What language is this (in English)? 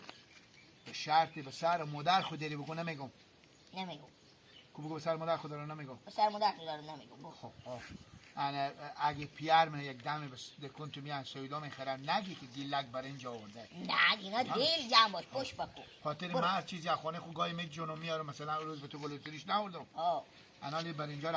Hazaragi